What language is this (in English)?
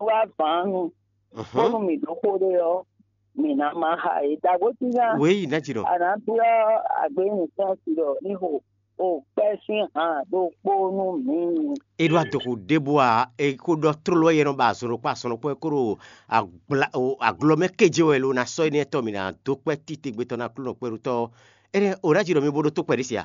Fon